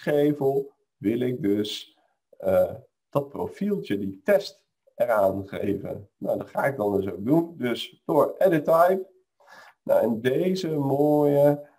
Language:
Dutch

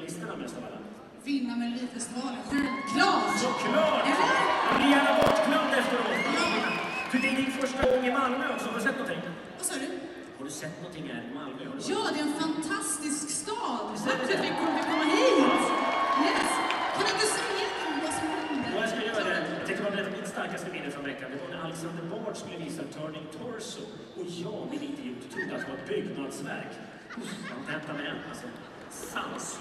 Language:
Swedish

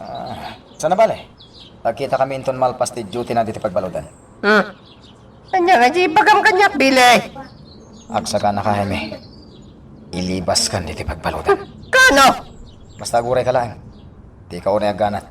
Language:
Iloko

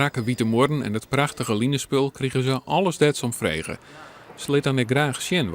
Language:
Western Frisian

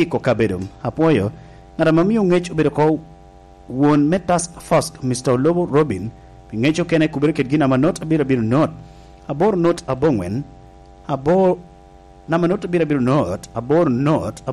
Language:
Lango (Uganda)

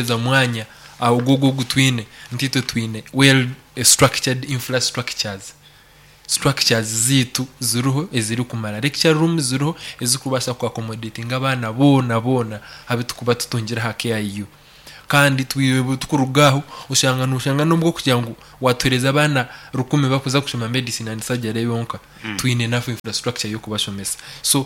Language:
Nyankole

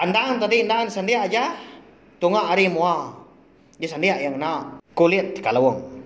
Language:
Iban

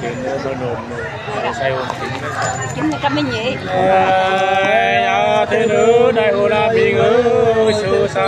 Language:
Nung (Viet Nam)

